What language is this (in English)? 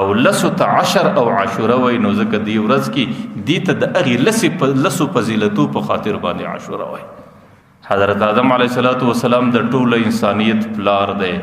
Pashto